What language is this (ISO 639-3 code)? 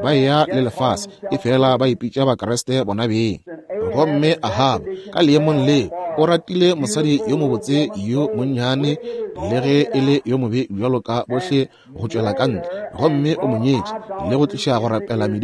nso